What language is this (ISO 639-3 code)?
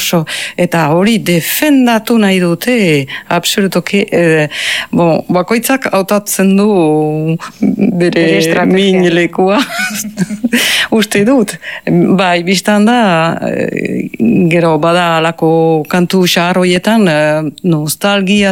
eus